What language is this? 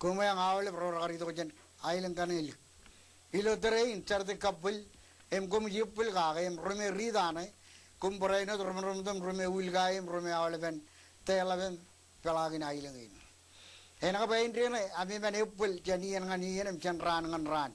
Marshallese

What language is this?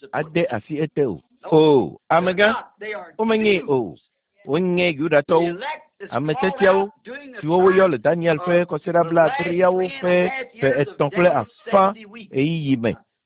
Ewe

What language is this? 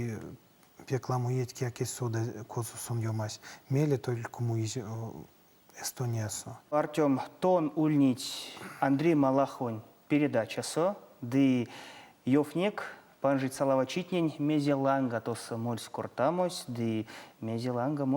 Erzya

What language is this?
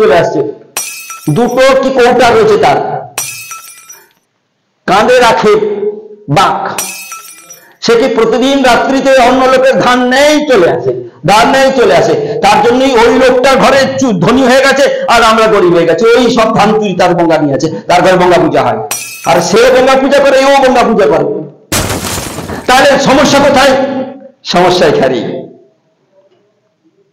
Bangla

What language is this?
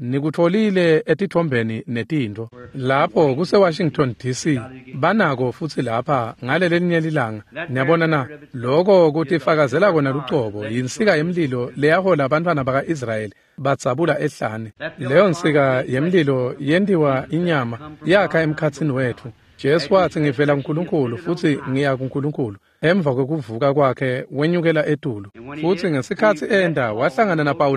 Swati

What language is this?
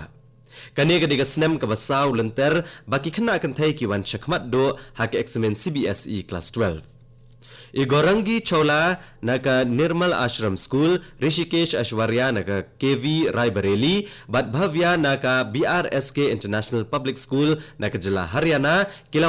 Khasi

